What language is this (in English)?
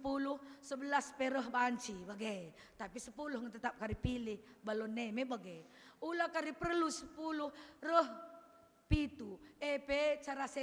Batak Karo